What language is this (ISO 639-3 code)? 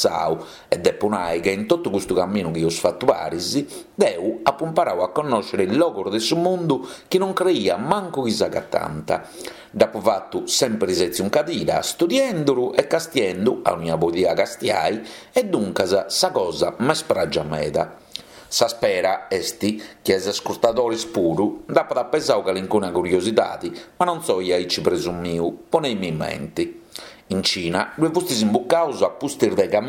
srd